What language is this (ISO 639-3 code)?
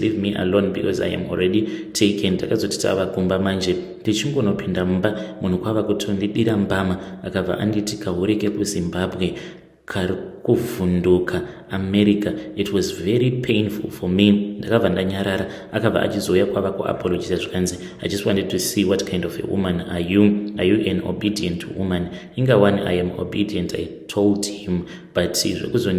sna